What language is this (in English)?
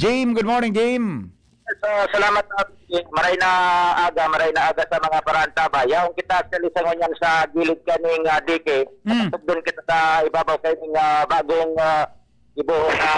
Bikol